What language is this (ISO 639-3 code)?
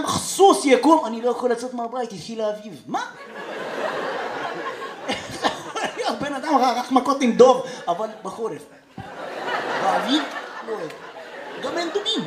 heb